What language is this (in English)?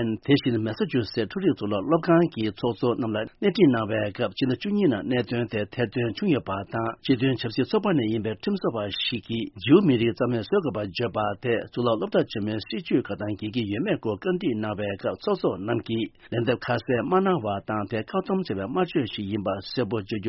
Tibetan